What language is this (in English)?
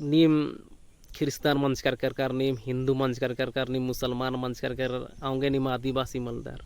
Kurukh